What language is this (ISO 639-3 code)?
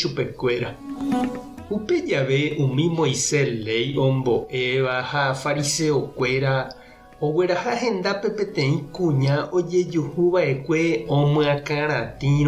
grn